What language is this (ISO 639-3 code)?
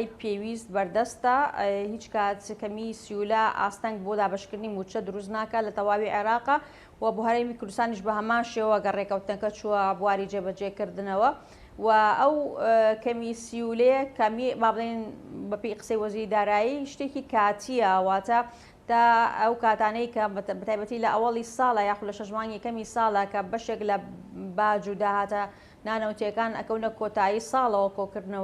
ckb